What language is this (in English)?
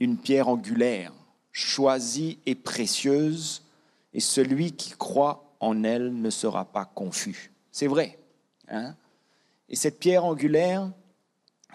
Morisyen